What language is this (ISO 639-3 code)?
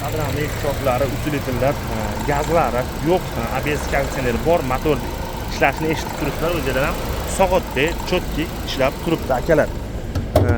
uzb